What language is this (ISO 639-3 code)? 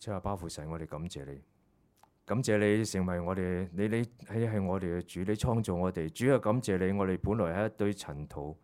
yue